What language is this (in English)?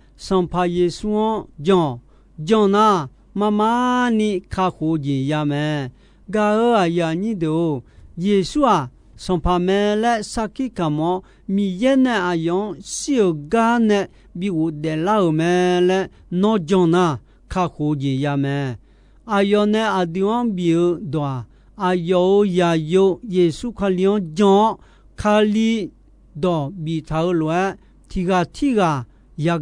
Akha